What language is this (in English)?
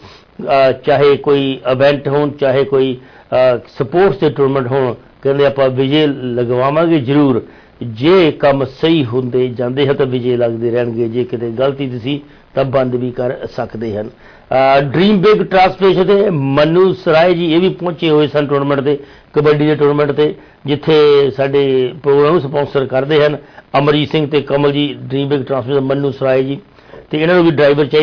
Punjabi